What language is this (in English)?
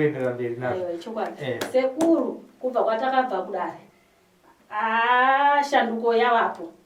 Shona